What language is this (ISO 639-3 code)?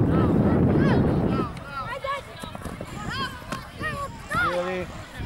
hrv